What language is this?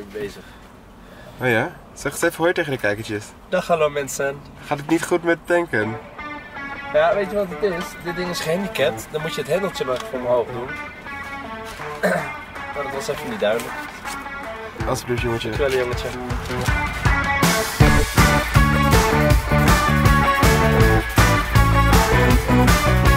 Dutch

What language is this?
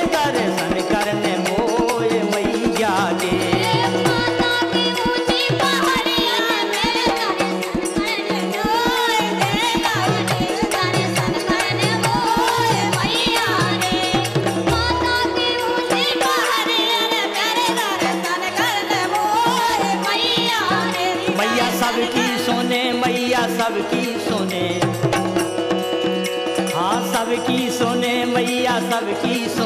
Bundeli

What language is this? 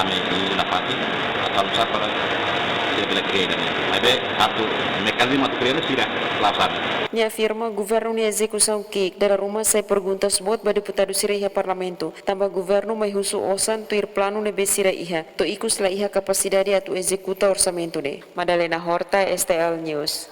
Tetum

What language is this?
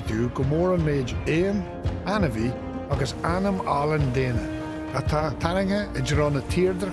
Irish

